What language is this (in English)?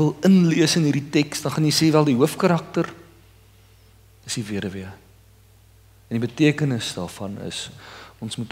Afrikaans